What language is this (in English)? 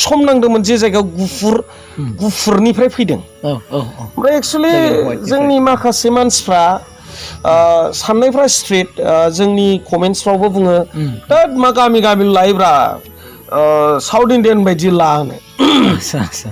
Bodo